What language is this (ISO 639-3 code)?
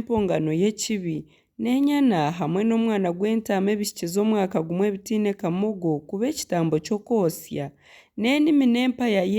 nyn